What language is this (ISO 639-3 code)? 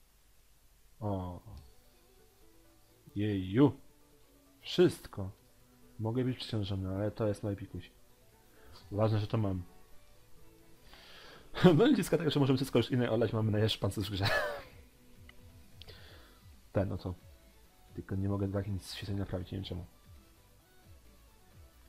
pol